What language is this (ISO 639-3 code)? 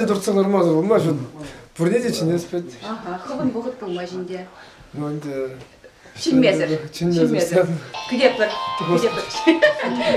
chv